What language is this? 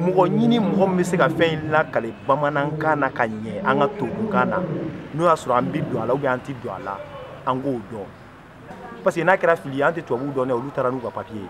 Bambara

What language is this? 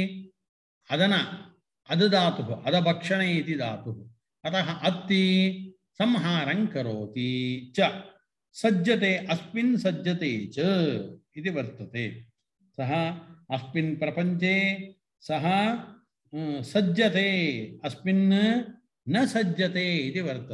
Sanskrit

